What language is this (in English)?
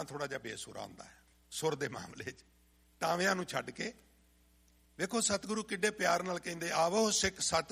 Punjabi